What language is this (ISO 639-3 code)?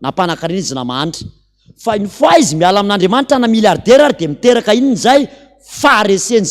mlg